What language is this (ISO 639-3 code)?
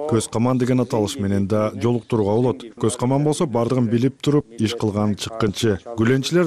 kir